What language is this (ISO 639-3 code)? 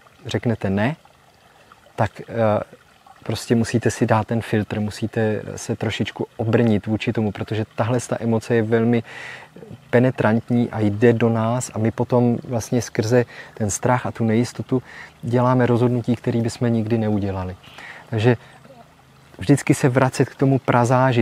ces